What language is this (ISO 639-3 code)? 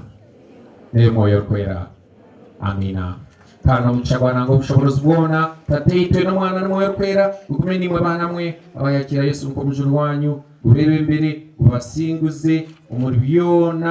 nyn